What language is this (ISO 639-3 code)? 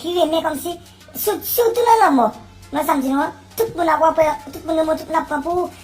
hat